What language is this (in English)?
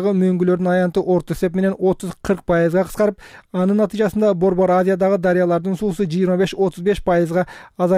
Kyrgyz